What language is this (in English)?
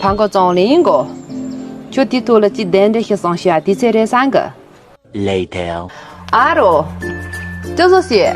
Tibetan